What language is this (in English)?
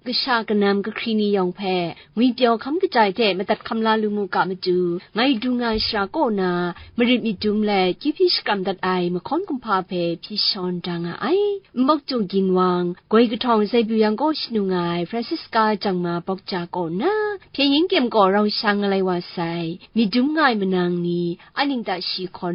Kachin